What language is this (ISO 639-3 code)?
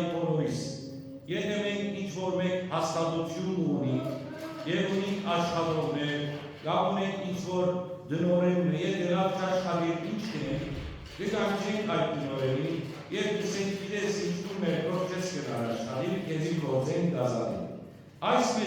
hyw